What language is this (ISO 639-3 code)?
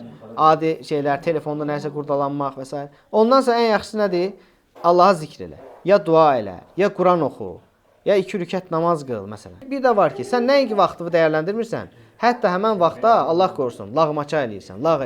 aze